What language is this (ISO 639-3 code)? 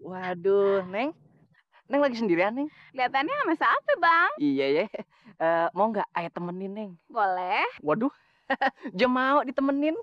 bew